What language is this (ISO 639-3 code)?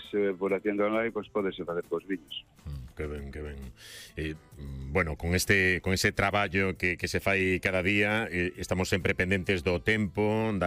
glg